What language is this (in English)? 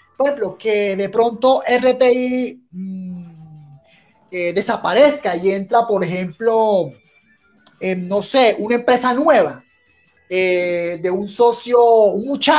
Spanish